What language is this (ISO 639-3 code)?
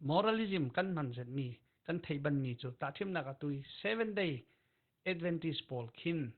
cfm